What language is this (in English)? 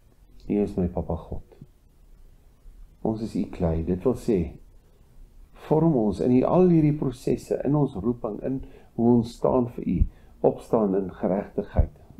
Afrikaans